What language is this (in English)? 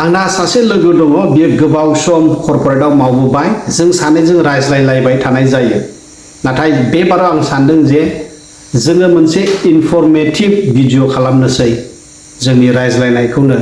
Bodo